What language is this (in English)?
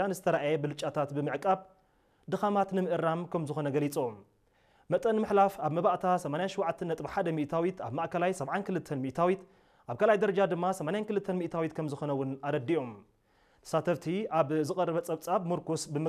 Tigrinya